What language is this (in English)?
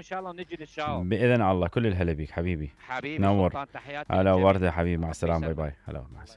Mesopotamian Arabic